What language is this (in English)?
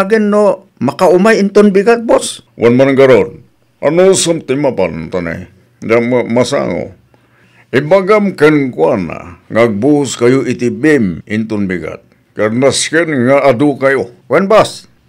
Iloko